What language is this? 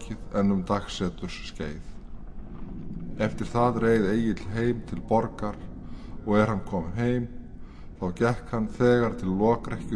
Icelandic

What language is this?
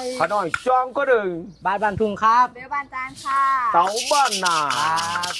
Northeastern Thai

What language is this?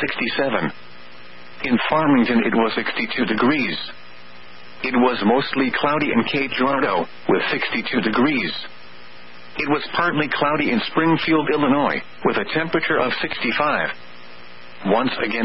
English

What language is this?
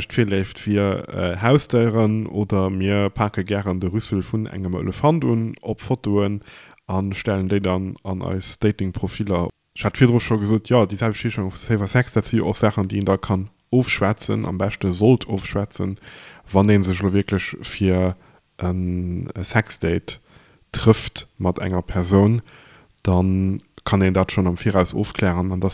Luxembourgish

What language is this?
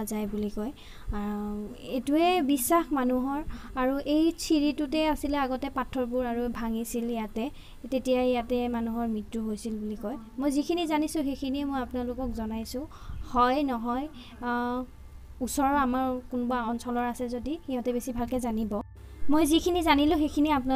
Assamese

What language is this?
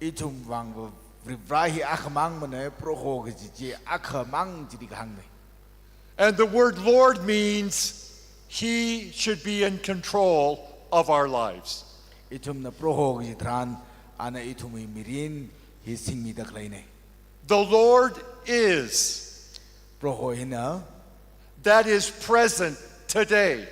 Tangkhul Naga (India)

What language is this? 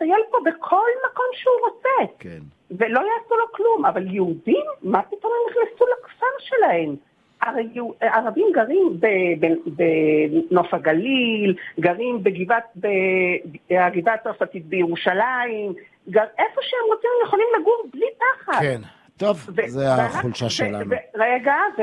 Hebrew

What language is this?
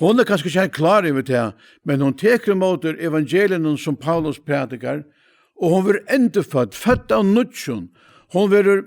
Faroese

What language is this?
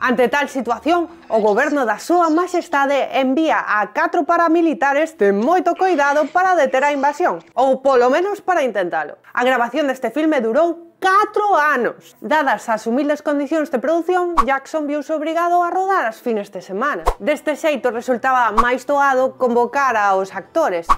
Galician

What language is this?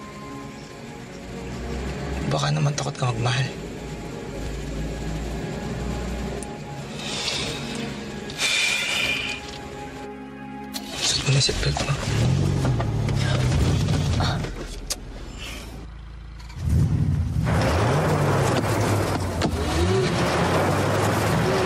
Filipino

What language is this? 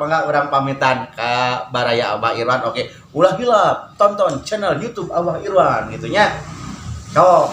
Sundanese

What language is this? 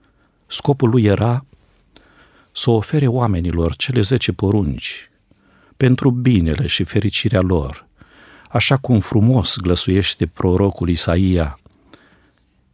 Romanian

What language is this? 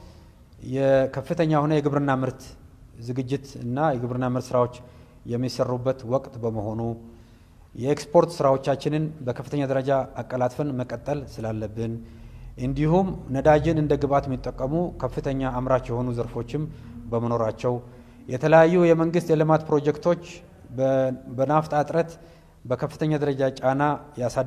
Amharic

